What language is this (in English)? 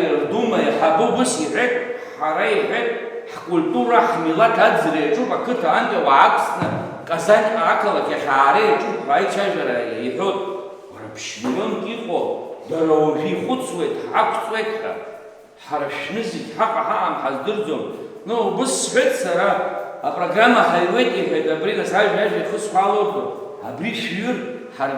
Abkhazian